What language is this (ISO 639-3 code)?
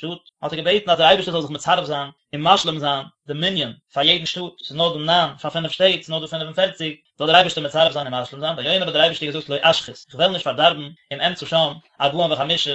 yid